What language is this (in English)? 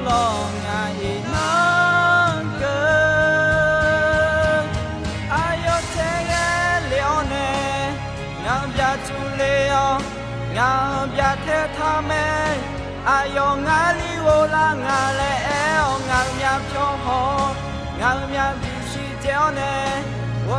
Akha